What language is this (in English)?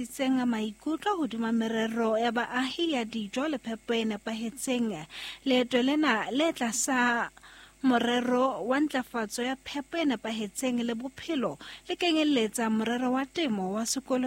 Southern Sotho